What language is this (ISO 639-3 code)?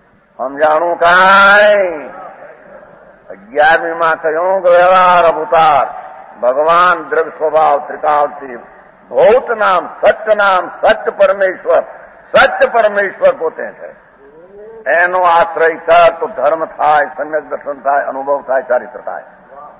guj